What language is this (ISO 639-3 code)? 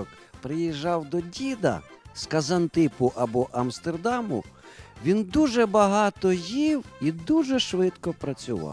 ukr